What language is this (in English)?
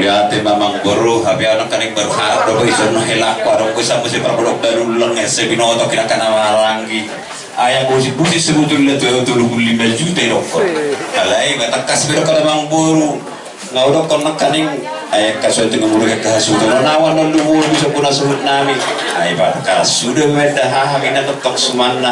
Batak Toba